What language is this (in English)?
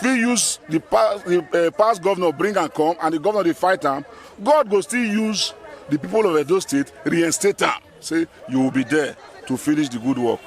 Nigerian Pidgin